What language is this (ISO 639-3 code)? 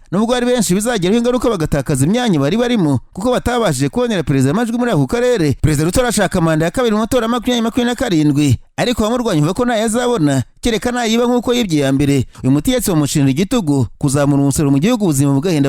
kin